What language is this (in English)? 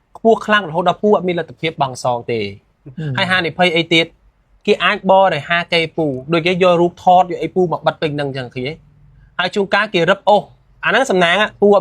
Khmer